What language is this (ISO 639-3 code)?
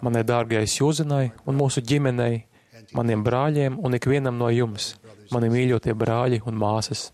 lav